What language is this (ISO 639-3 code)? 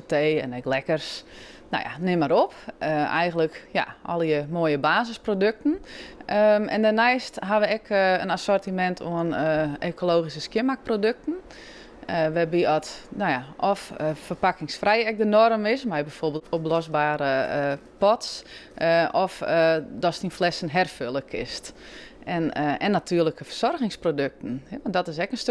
fry